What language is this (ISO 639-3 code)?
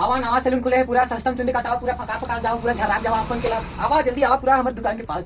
hne